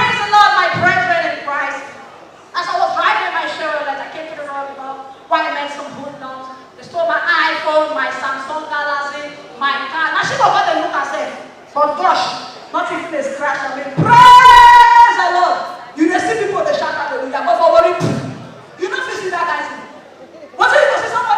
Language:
Nigerian Pidgin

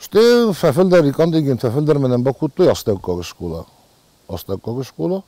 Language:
Ossetic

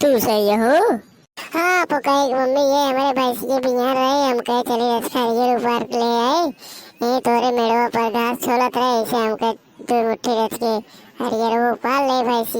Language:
Awadhi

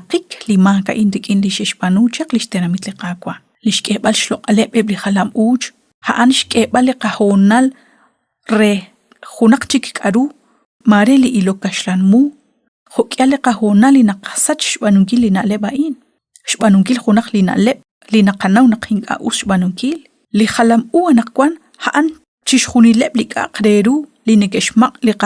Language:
Kekchí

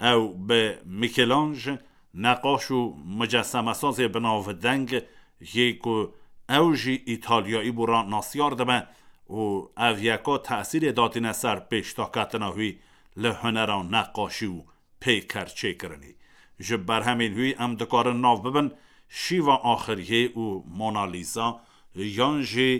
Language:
Kurdish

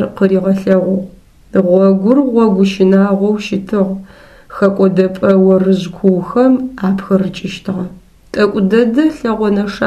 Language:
Adyghe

